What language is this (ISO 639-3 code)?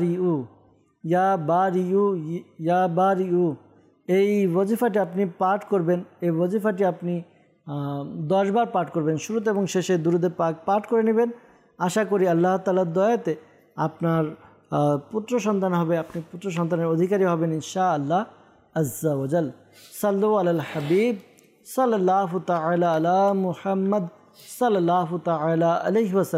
ben